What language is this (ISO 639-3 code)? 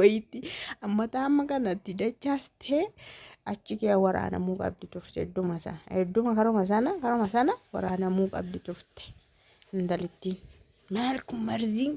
orm